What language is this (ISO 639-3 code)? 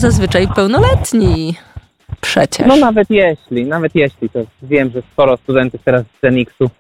pol